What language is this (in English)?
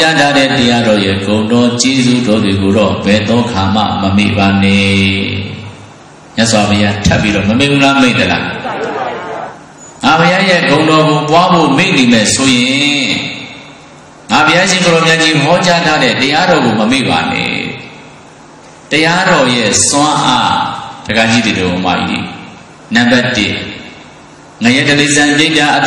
Burmese